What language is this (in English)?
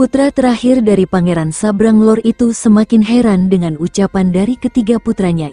Indonesian